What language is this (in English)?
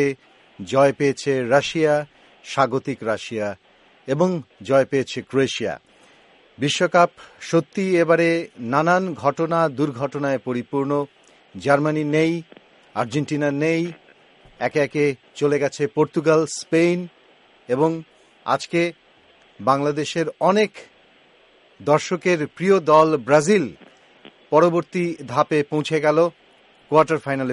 Bangla